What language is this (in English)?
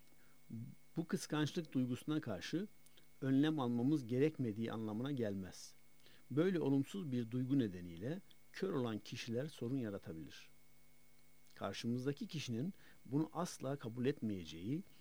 Turkish